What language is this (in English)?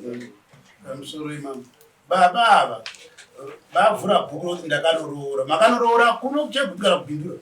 Shona